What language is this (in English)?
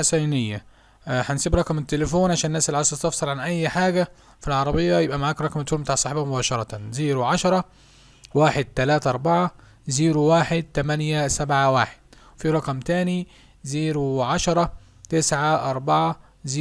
Egyptian Arabic